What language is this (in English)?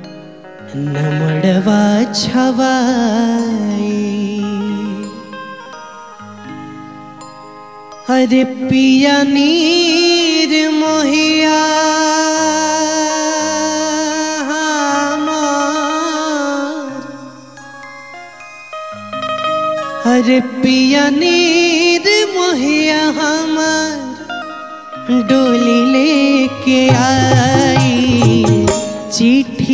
Bhojpuri